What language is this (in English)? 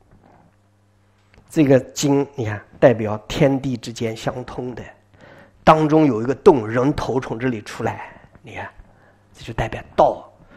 Chinese